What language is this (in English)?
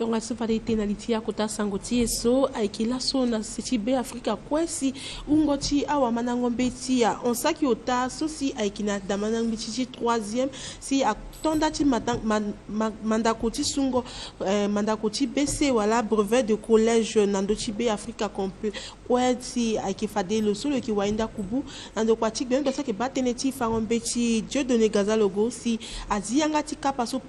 Sango